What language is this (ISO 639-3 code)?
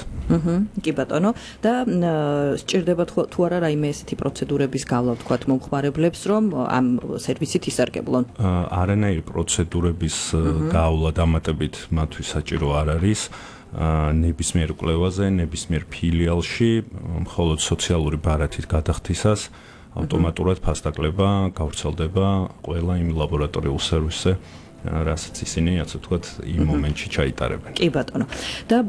kat